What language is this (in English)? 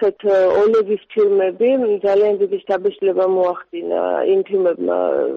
Georgian